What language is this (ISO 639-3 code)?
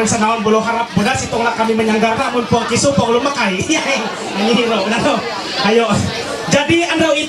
mhy